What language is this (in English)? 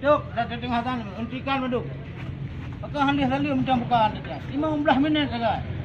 Achinese